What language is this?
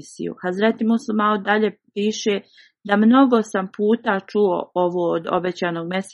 Bosnian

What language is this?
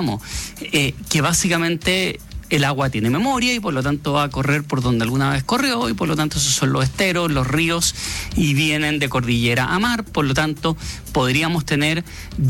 Spanish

